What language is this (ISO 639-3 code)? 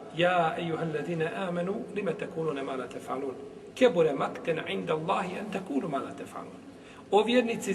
bos